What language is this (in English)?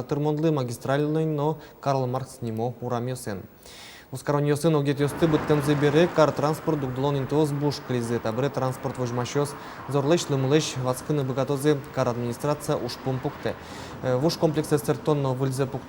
Udmurt